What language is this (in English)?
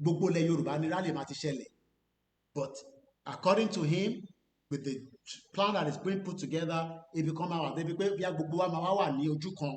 Yoruba